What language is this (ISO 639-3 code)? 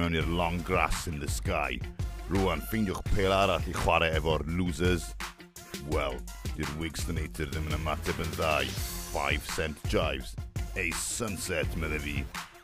cym